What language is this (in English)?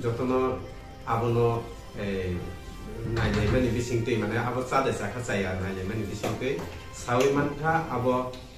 Riang (India)